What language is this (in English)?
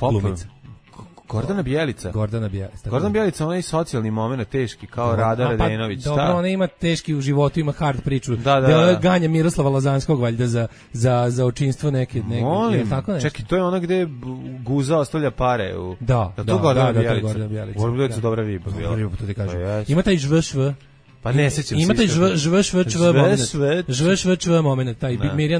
Serbian